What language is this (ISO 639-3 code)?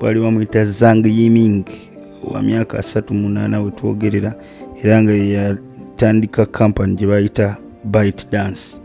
lug